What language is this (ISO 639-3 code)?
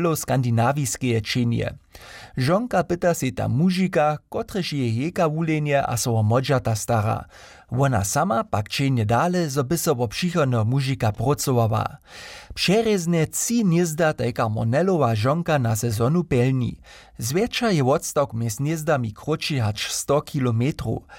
hsb